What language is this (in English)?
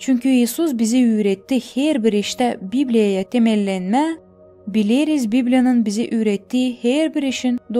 Gagauz